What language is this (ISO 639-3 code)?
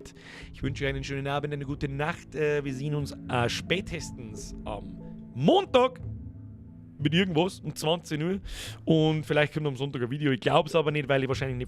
bar